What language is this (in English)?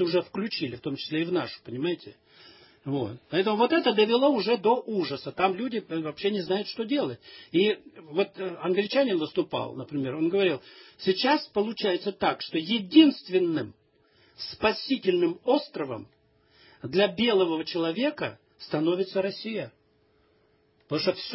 Russian